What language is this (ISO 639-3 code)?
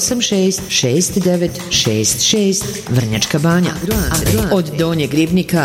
srp